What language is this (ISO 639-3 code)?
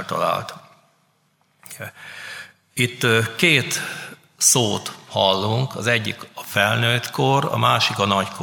hun